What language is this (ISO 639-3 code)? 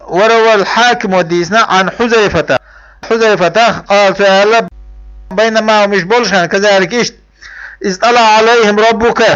che